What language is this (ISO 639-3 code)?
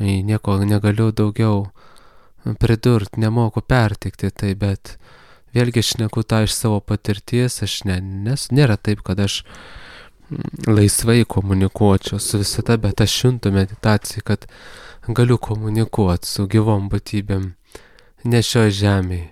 lit